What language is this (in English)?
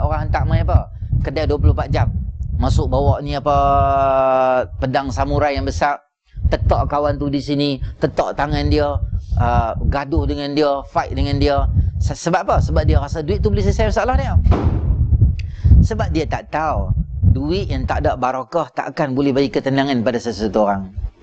Malay